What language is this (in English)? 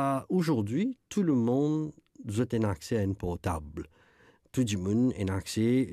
Morisyen